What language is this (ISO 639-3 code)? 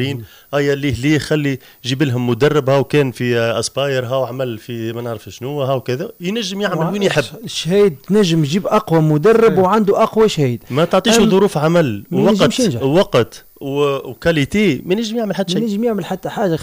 aeb